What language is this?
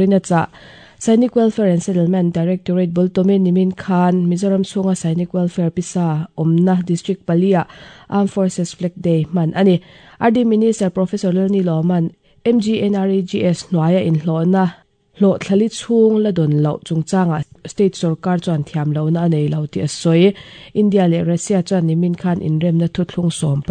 Mizo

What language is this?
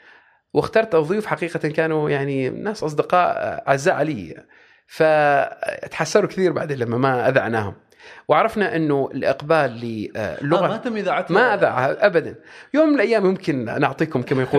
Gulf Arabic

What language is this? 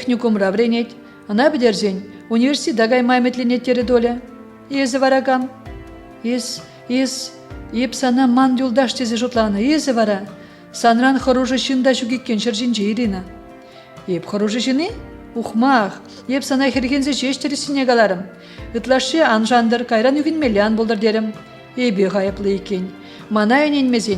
Chuvash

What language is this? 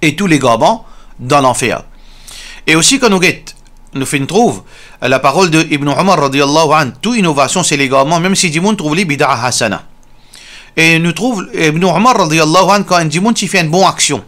Morisyen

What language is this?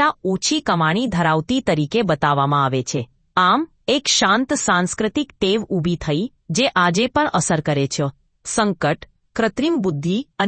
Gujarati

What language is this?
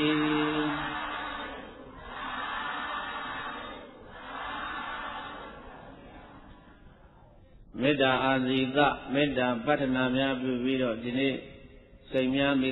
Burmese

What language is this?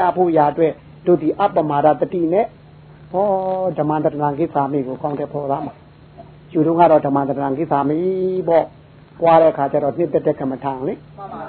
Burmese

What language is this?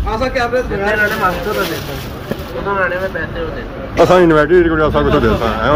Pahari-Potwari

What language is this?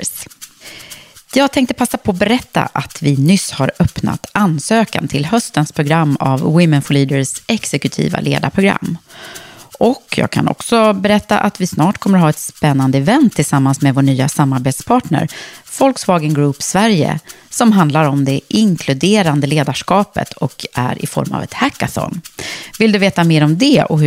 Swedish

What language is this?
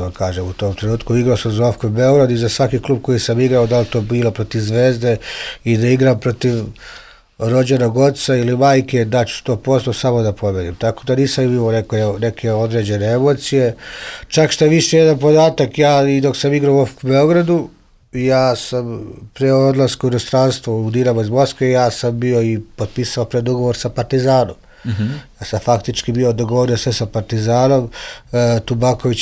Serbian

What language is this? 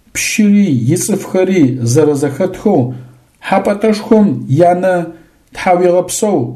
Adyghe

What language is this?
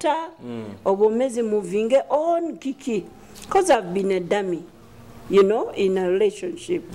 Nyoro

